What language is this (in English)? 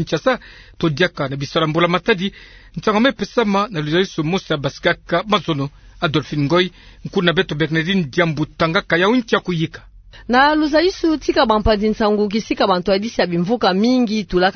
Kituba (Democratic Republic of Congo)